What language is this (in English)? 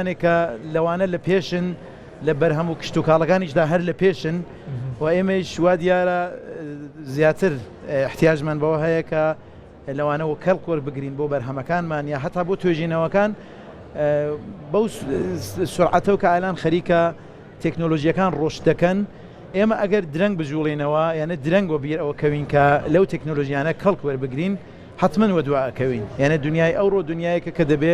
Central Kurdish